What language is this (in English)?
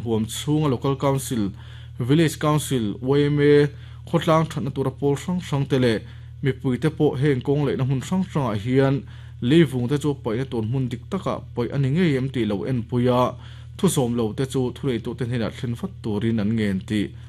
Mizo